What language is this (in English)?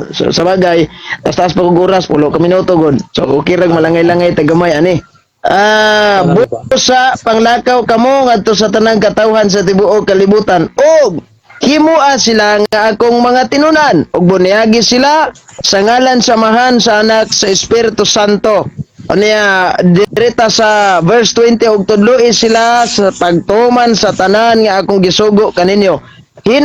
Cebuano